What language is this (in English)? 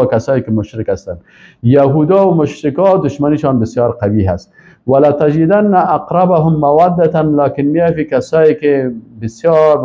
Persian